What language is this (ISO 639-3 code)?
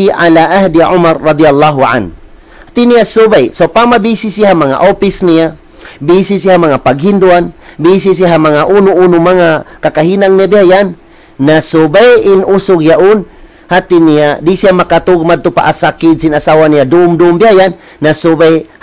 tsg